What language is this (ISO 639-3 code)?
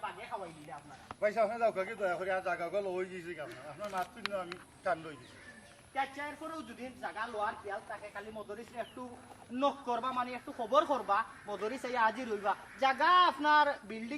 syl